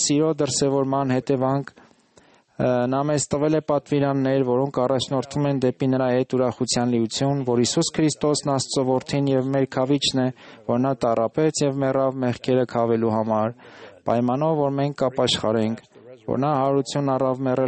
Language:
Armenian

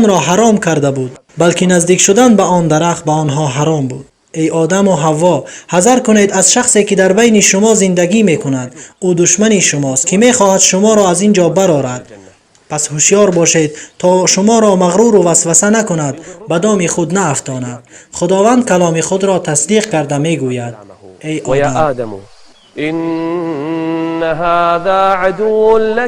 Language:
Tajik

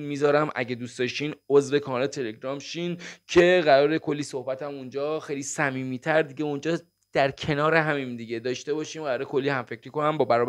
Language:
Persian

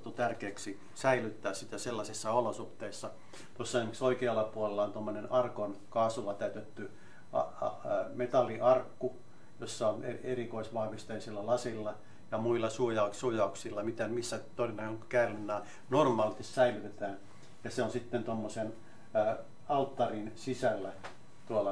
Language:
Finnish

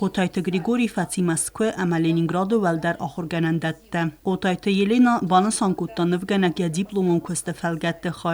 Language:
Ossetic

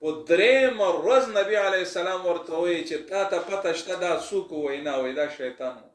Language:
Pashto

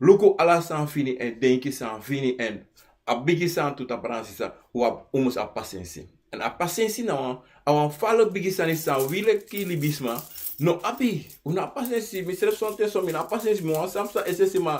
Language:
Sranan Tongo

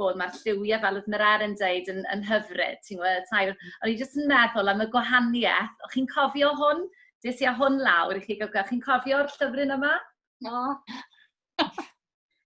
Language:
Welsh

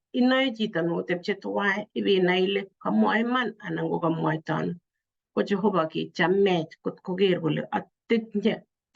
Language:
Kalenjin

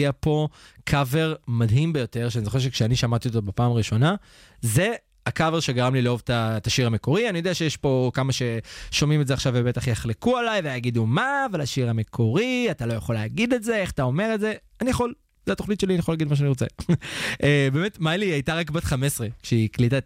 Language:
Hebrew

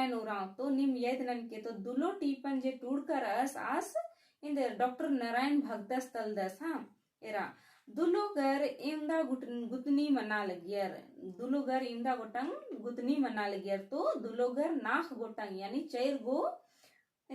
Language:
Kurukh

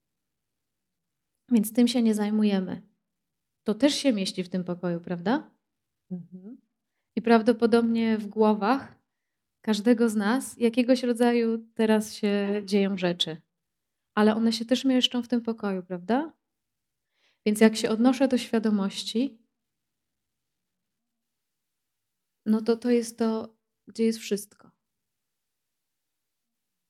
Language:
Polish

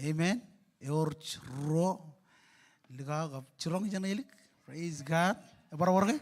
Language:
Marshallese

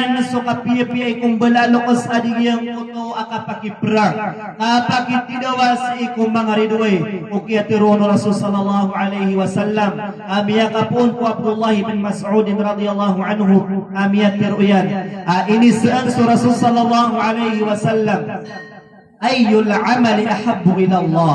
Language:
Maranao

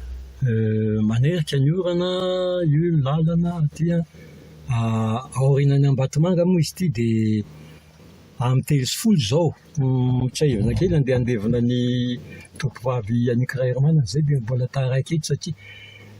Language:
Malagasy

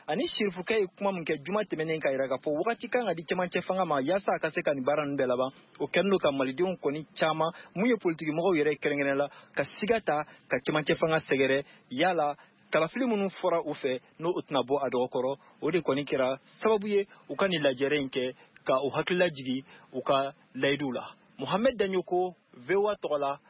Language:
Bambara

